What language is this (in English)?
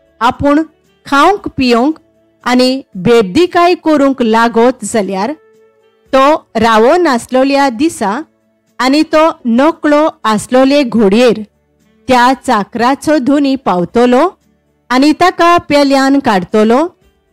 Konkani